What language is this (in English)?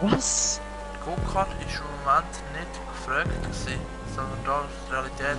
Swiss German